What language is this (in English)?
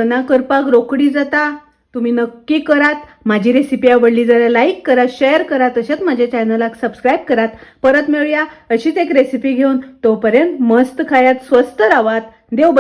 Konkani